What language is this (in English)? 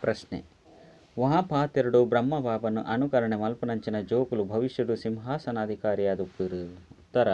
Tulu